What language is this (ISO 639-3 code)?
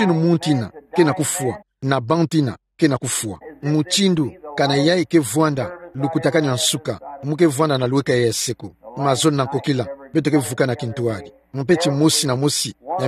ktu